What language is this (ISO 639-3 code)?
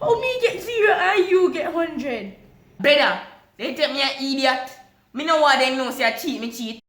jam